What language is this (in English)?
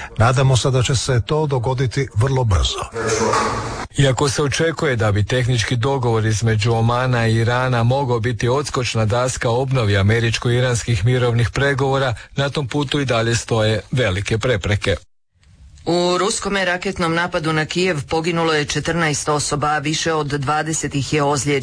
Croatian